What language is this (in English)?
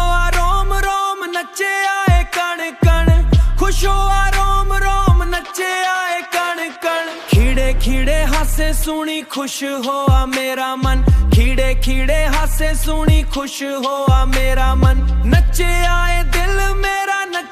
Dogri